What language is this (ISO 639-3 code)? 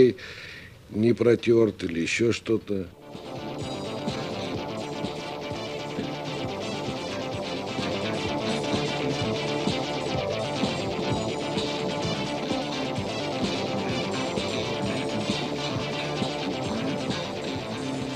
rus